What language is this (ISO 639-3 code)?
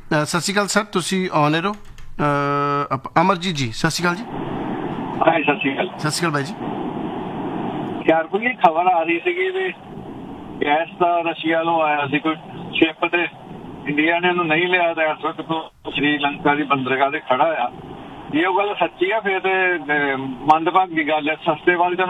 pan